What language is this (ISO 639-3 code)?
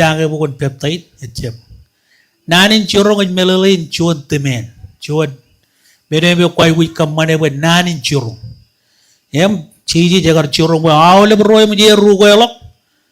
mah